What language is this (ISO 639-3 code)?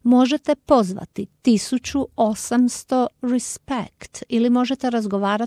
hrv